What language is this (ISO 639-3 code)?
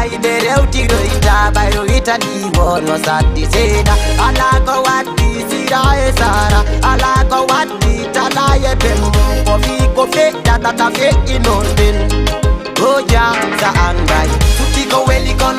ful